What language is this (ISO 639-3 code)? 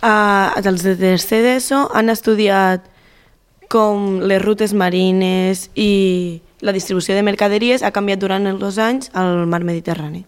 cat